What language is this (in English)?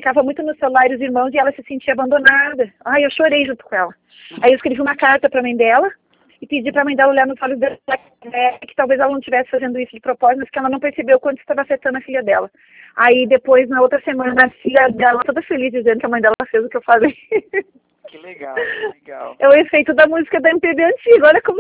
Portuguese